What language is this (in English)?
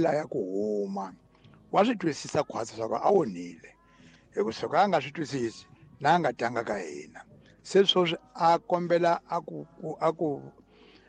Tsonga